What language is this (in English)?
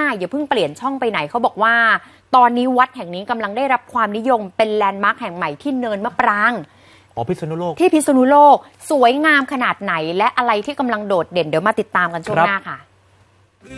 Thai